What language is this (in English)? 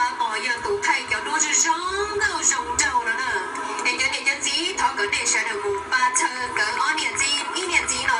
Hmong